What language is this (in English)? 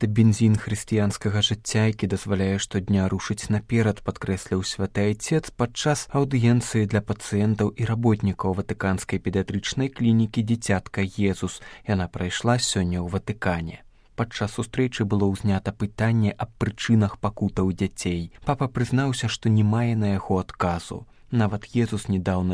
Belarusian